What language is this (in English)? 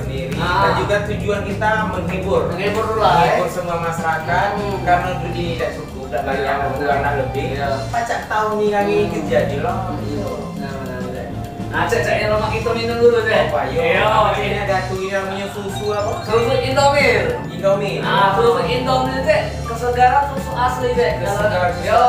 Musi